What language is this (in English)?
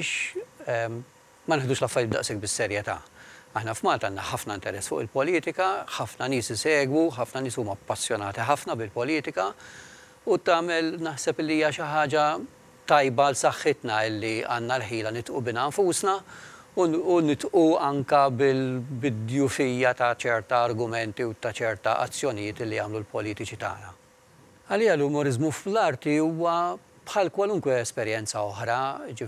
Maltese